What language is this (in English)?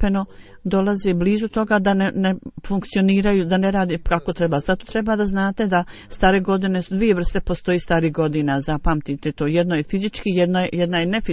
Bosnian